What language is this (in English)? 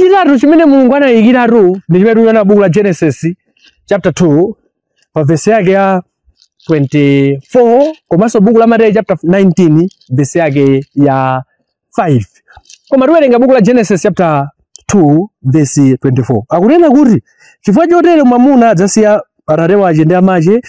Nyanja